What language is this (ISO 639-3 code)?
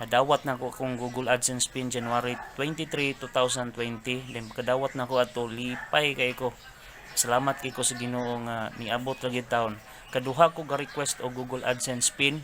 ceb